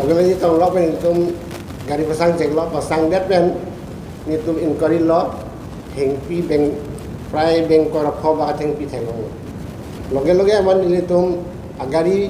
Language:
Karbi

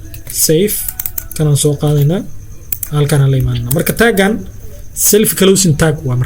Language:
Somali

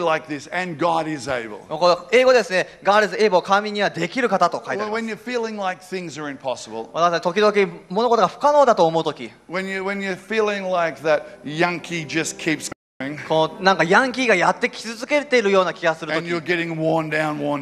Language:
Japanese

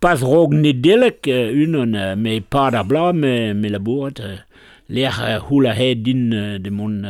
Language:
Breton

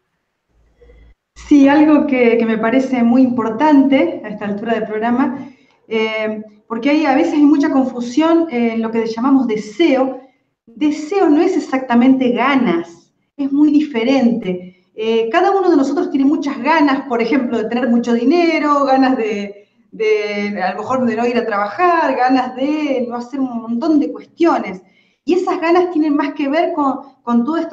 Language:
Spanish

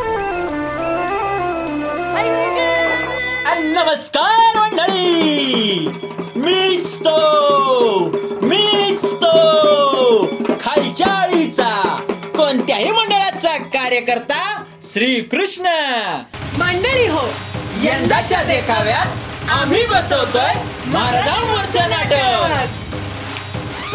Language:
Marathi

